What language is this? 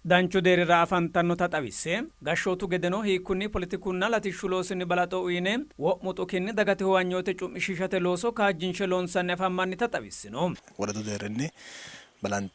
Sidamo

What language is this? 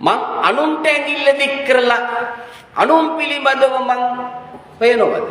Sinhala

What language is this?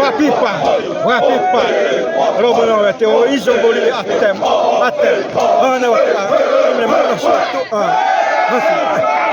Xavánte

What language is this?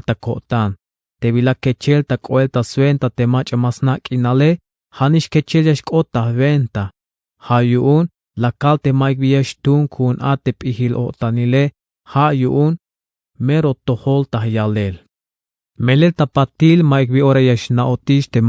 Tzeltal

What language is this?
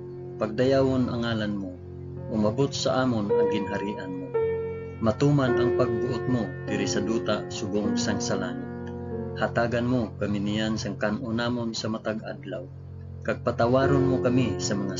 Hiligaynon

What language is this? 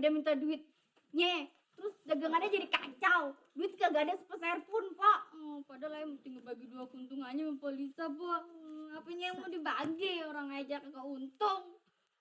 Betawi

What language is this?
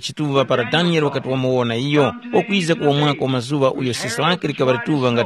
Tumbuka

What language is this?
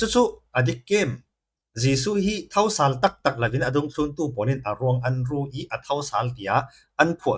Falam Chin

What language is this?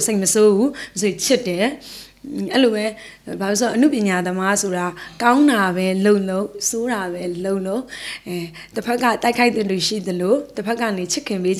Burmese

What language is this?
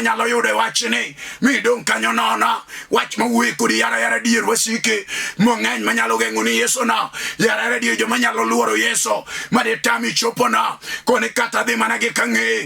Luo (Kenya and Tanzania)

